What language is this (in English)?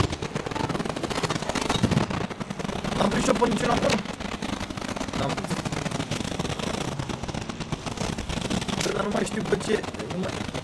Romanian